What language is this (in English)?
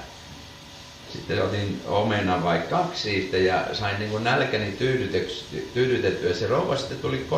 Finnish